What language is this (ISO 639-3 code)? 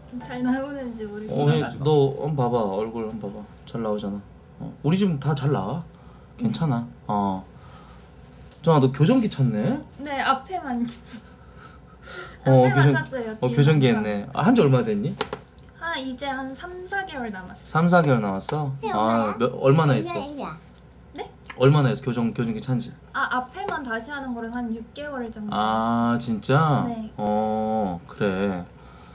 kor